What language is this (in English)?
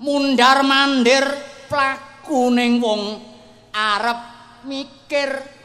Javanese